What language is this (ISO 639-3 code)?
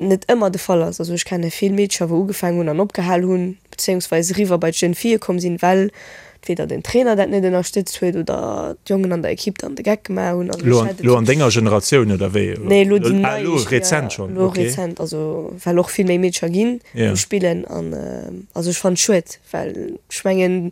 ltz